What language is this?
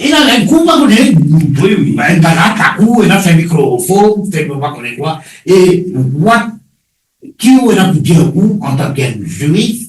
Morisyen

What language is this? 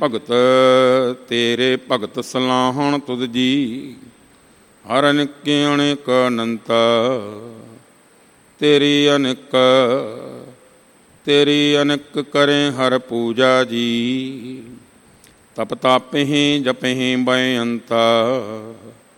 Punjabi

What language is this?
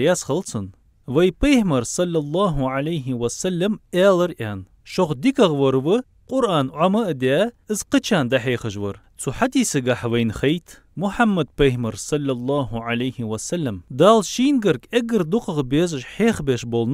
Ingush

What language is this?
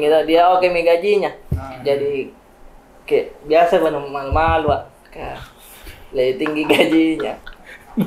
Makassar Malay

